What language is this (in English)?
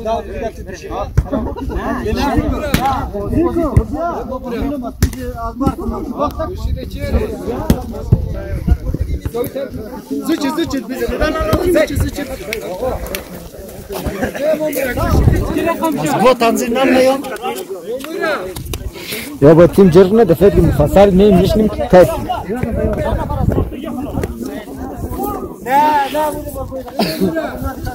Persian